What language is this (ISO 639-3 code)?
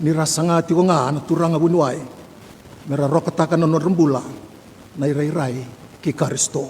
fij